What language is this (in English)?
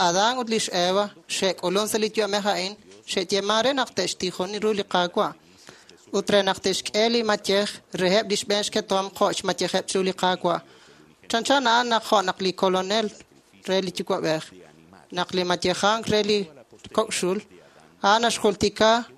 Kekchí